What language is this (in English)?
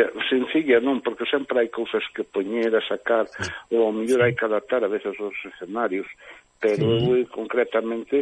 Galician